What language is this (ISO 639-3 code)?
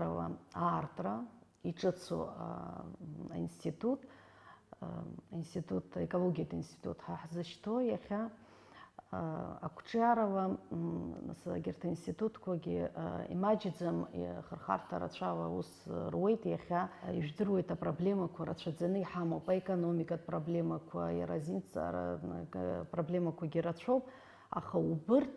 abk